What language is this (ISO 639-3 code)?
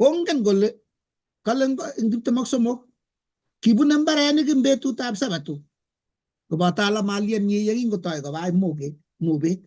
kln